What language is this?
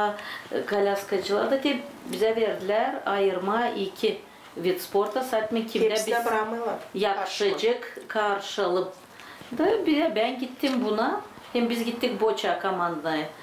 Gagauz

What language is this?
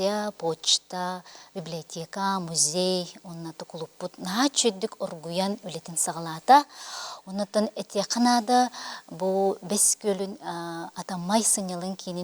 Yakut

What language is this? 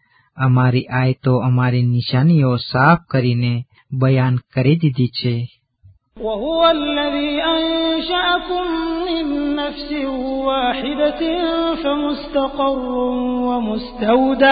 Gujarati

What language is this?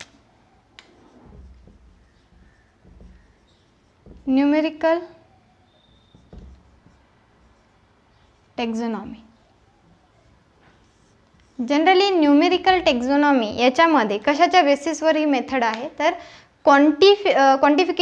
Marathi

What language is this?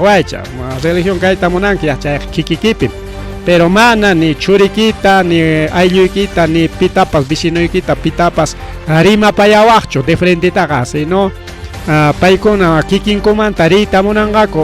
Ayacucho Quechua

